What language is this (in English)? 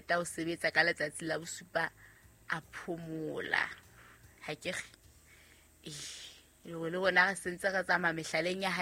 Southern Sotho